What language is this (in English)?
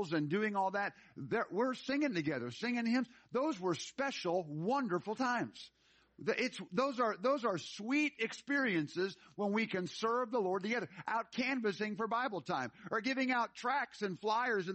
English